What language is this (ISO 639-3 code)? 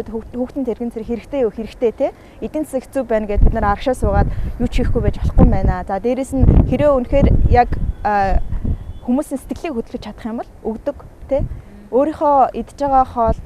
mon